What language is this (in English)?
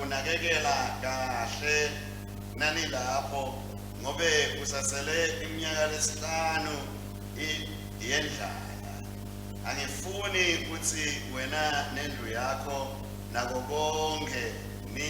Swati